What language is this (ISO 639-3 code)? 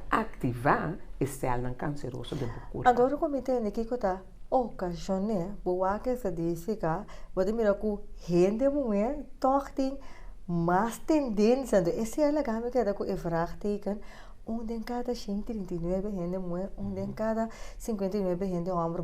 pap